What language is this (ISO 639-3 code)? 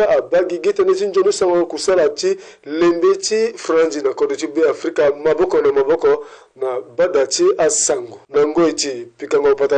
sag